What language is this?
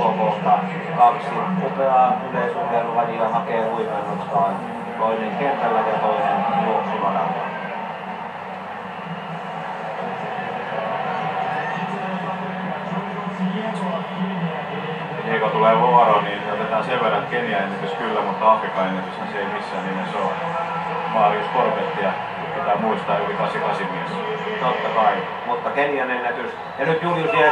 Finnish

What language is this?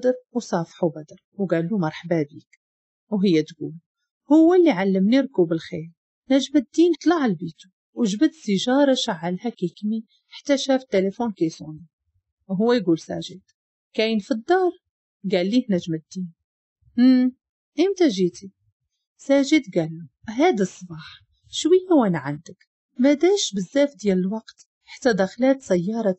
Moroccan Arabic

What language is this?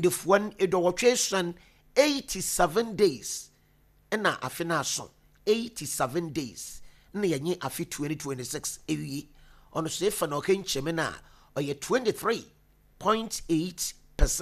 Akan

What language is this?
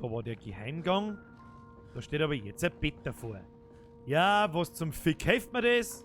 Bavarian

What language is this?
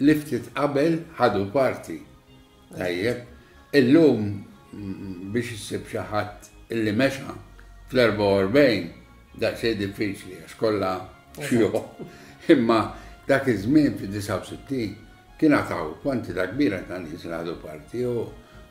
Maltese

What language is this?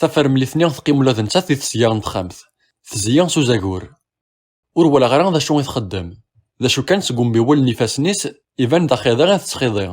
Kabyle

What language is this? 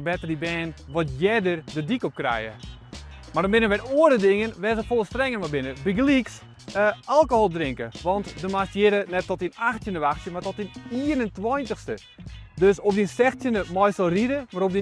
Western Frisian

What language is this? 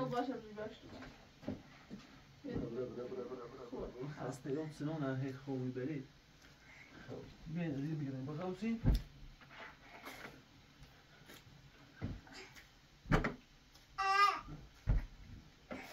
Persian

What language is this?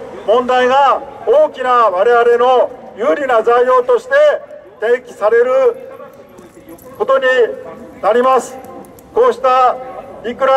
Japanese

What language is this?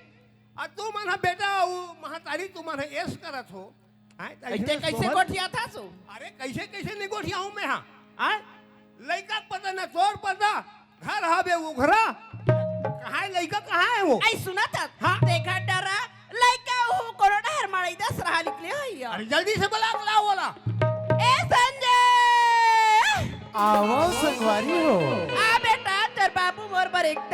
Chhattisgarhi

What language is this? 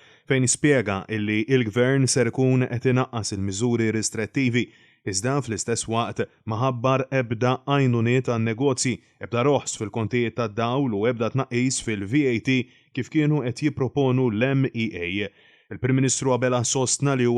Maltese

